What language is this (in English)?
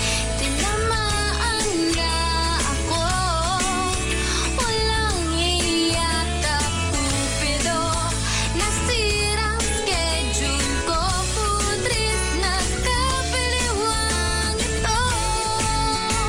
Filipino